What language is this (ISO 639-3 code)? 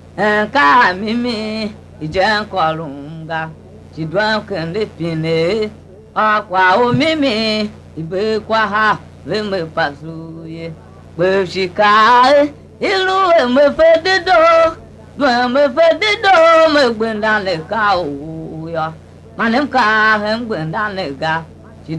tiv